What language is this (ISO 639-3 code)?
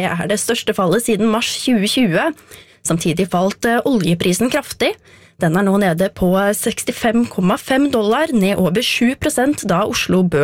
nor